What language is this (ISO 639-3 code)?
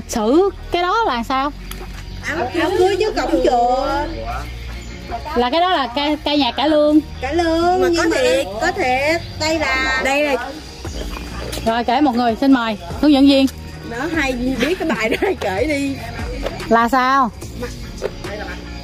vie